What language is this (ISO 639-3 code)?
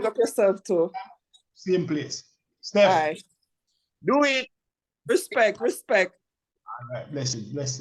jam